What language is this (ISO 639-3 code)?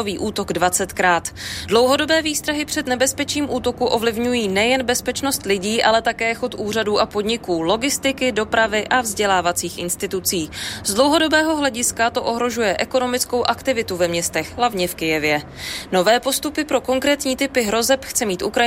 ces